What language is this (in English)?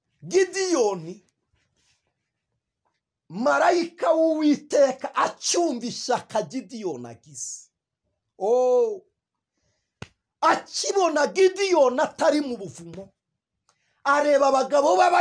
Kinyarwanda